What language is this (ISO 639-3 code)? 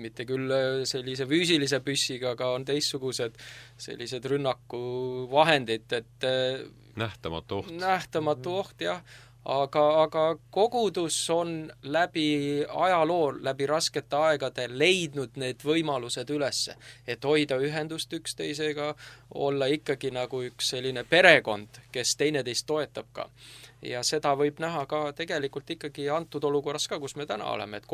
est